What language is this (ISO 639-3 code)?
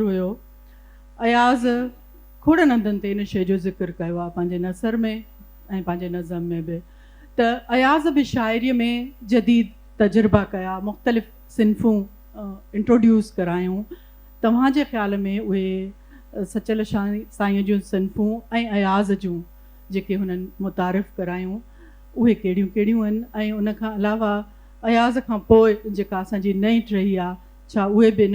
snd